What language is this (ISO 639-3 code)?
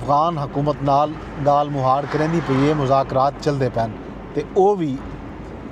skr